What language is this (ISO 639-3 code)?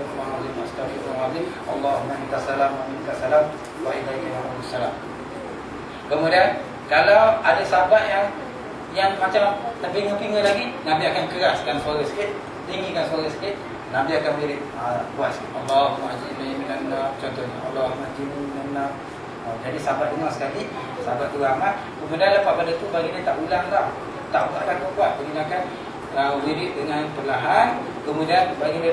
msa